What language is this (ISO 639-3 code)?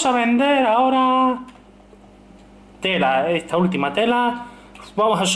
spa